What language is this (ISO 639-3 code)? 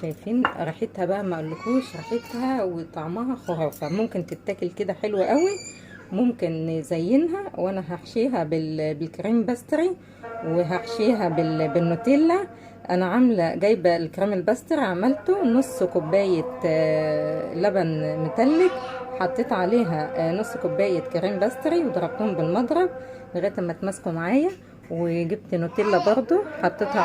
arz